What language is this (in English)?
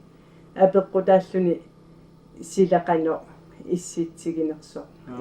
Kalaallisut